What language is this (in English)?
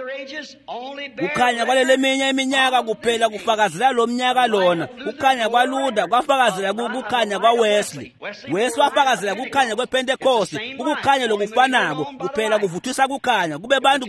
Swati